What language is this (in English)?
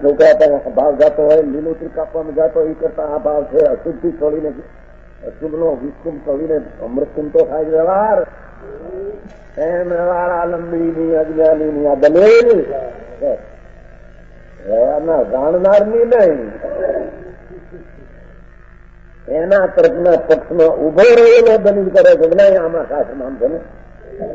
Gujarati